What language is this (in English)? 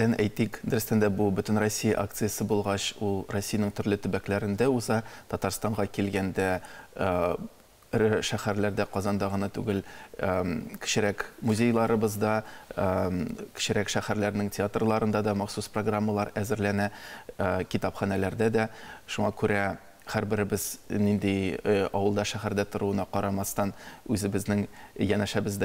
Tatar